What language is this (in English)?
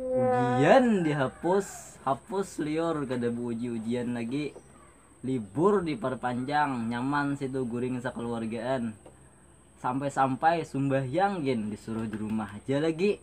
Banjar